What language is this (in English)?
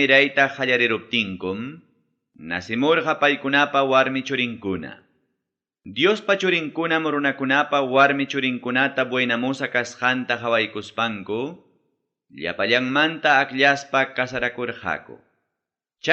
Ayacucho Quechua